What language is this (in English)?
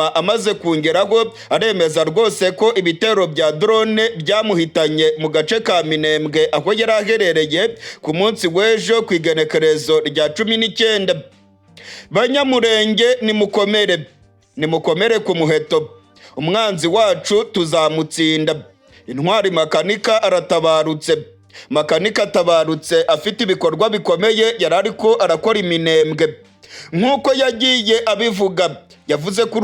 Rundi